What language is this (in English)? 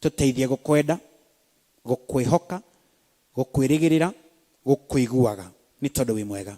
Kikuyu